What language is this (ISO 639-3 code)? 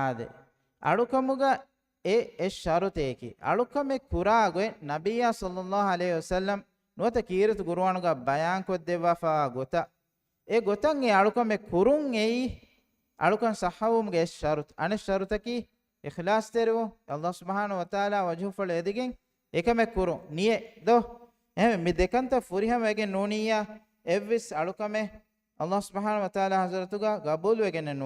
div